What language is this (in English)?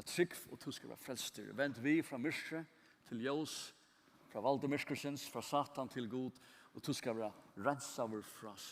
Faroese